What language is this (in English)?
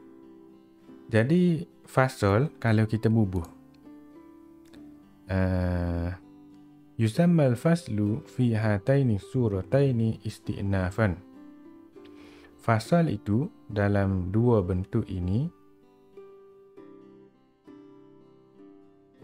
Malay